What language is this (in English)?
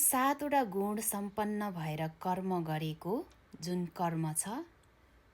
Nepali